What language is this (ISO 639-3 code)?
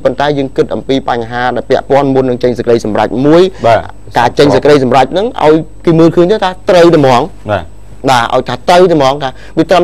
khm